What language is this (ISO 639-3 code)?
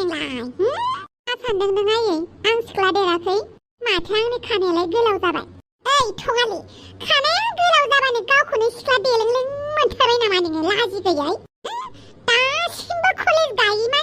brx